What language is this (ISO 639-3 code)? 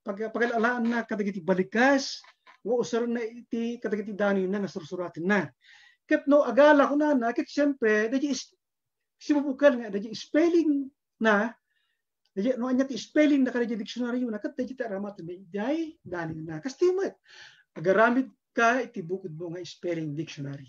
ilo